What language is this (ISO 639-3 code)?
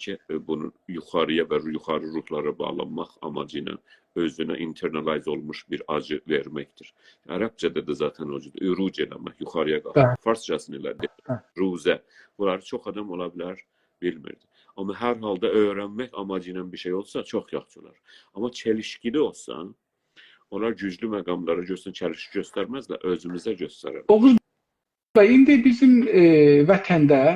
azb